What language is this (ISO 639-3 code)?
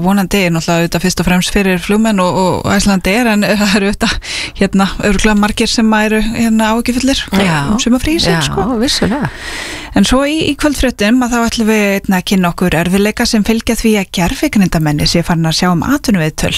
isl